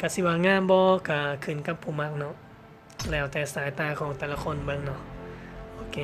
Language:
Lao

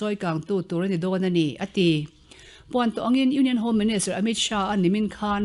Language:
Mizo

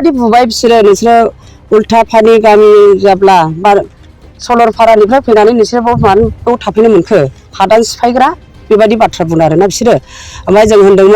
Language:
Bodo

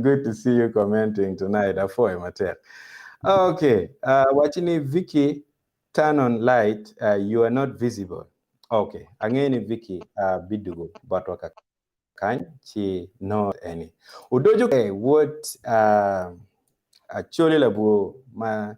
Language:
Acoli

